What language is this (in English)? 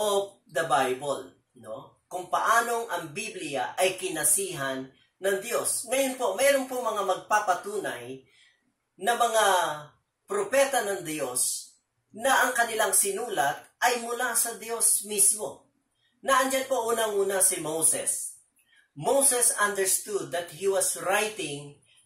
Filipino